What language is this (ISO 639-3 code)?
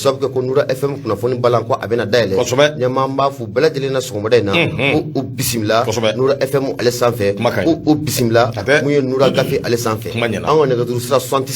bam